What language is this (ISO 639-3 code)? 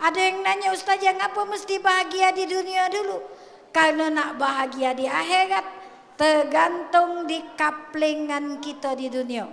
mui